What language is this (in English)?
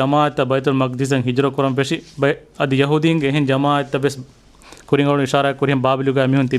Divehi